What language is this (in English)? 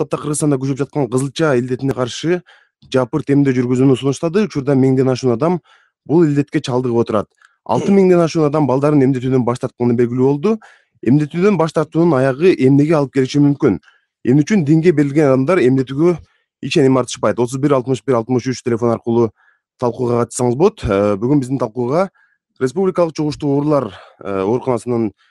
Kyrgyz